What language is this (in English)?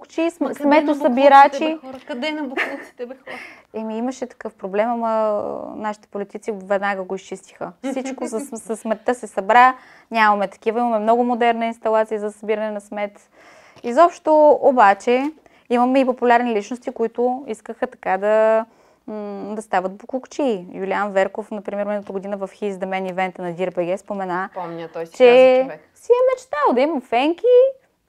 Bulgarian